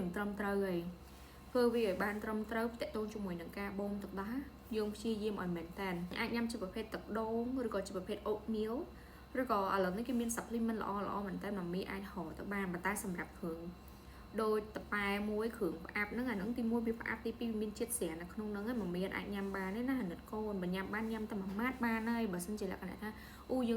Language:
Khmer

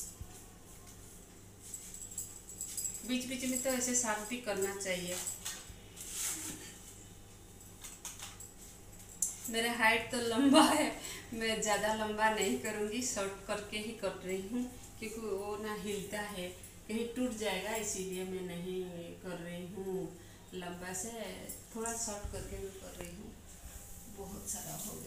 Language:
Hindi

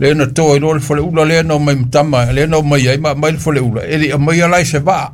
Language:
Samoan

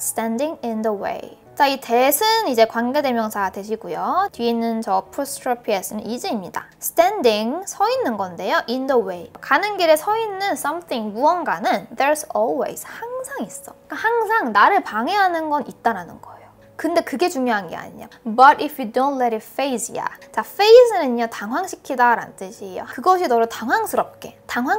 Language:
Korean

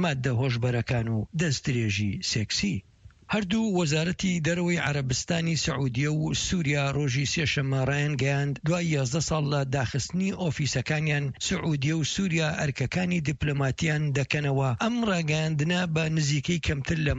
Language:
Central Kurdish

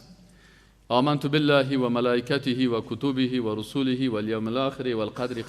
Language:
Persian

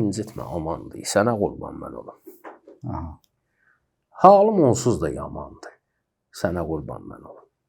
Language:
Azerbaijani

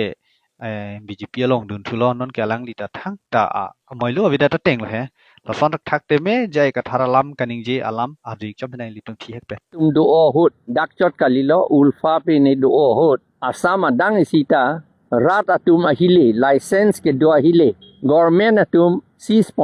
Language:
Karbi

